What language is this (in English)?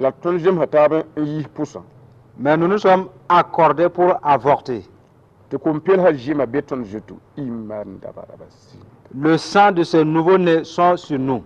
Mossi